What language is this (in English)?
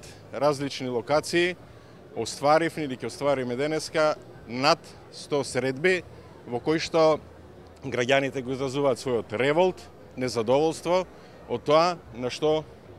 Macedonian